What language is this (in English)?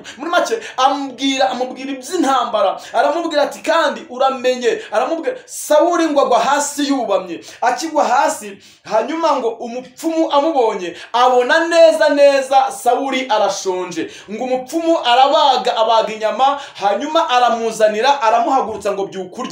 Kinyarwanda